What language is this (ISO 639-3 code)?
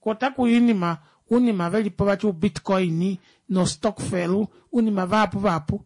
kua